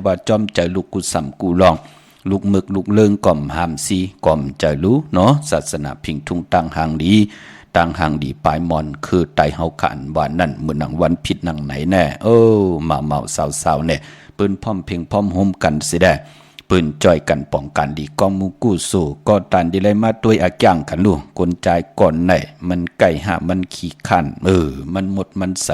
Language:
Shan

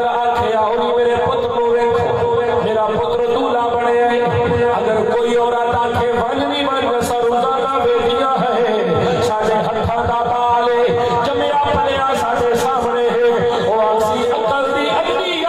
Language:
Saraiki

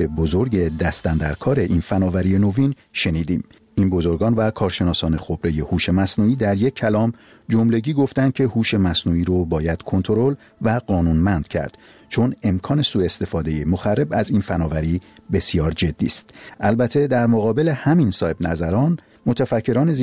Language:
Persian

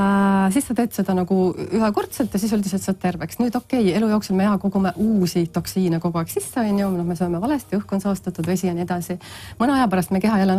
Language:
Estonian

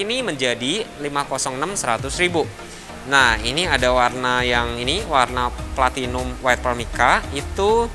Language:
Indonesian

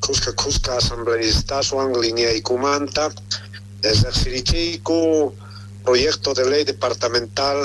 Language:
South Bolivian Quechua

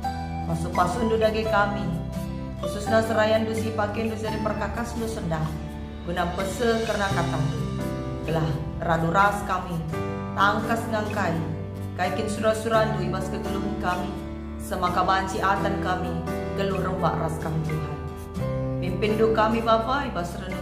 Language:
Batak Karo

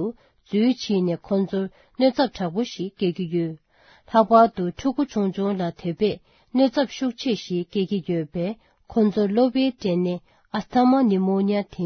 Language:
Tibetan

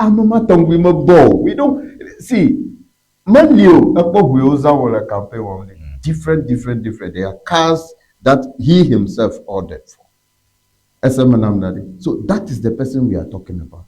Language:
Ewe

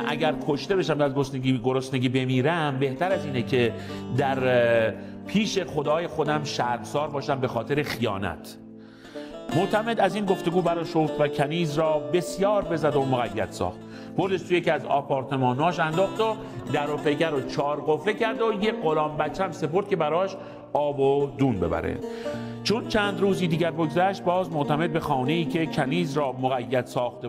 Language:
Persian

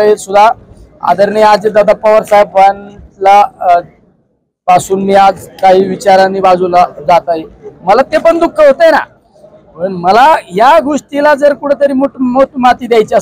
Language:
Marathi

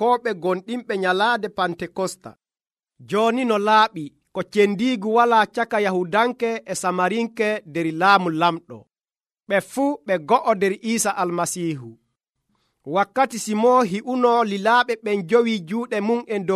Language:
Nigerian Fulfulde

